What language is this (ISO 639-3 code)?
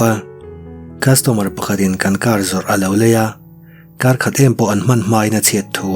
lus